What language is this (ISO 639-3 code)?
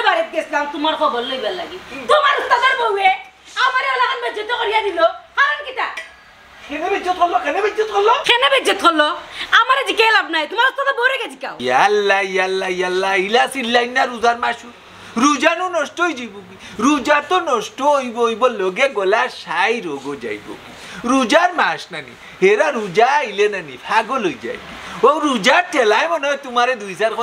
syl